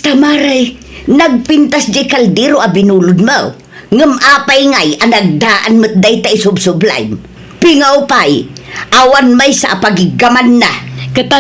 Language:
Iloko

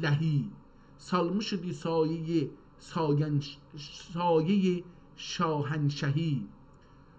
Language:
South Azerbaijani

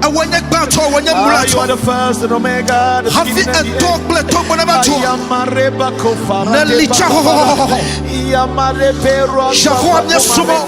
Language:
Ewe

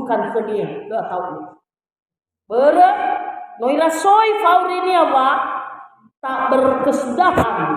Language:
Nias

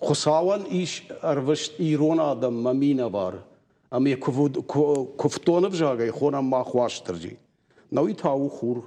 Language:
Ossetic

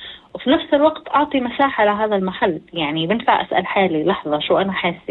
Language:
North Levantine Arabic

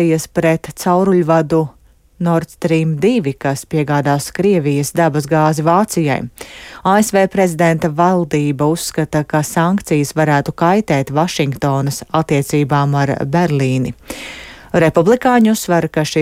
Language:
Latvian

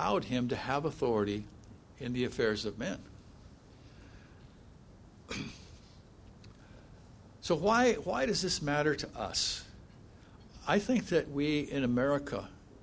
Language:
English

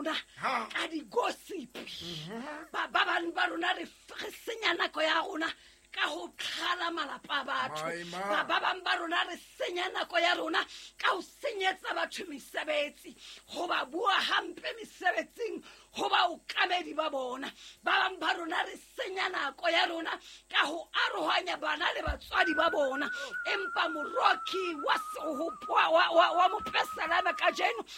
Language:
Southern Sotho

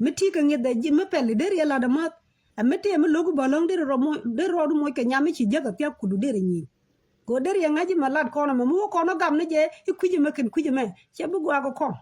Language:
Nuer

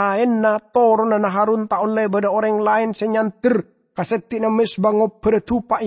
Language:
Madurese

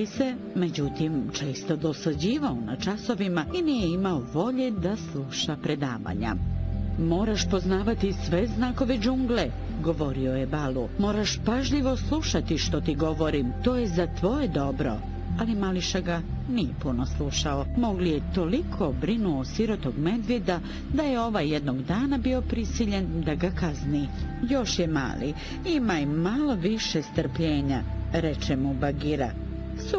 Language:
Bosnian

